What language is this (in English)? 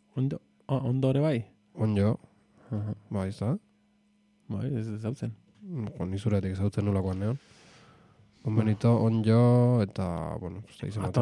Basque